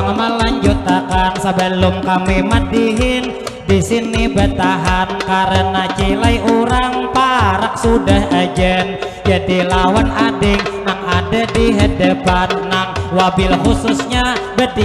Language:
Banjar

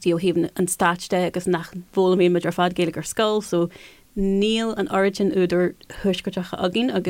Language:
Irish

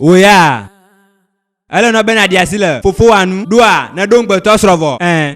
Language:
Ewe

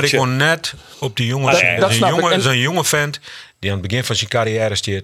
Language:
Western Frisian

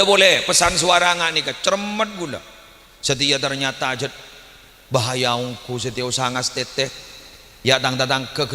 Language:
Madurese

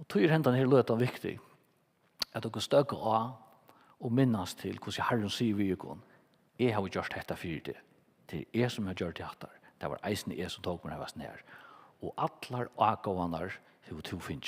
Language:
Faroese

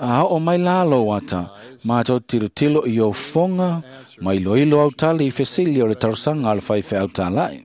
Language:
Samoan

